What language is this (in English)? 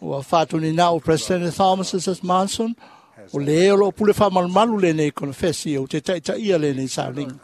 Samoan